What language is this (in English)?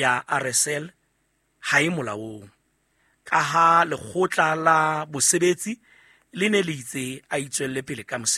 Southern Sotho